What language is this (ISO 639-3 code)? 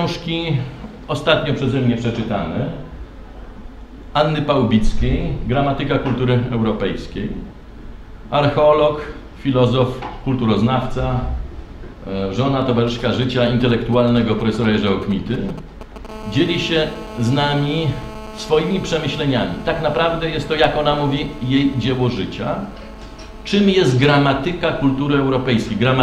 pol